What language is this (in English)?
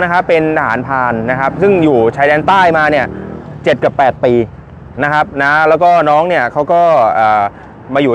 Thai